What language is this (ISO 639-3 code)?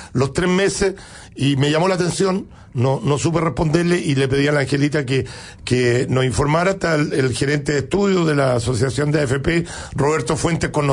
spa